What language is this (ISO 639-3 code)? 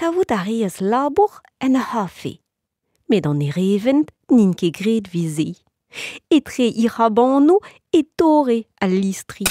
bre